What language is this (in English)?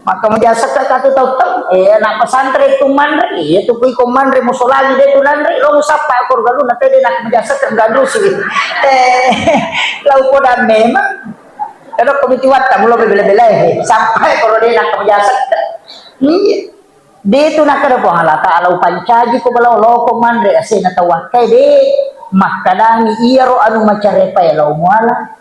Buginese